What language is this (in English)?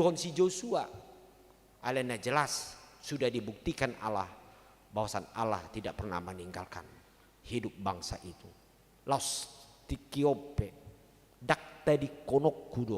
Batak Toba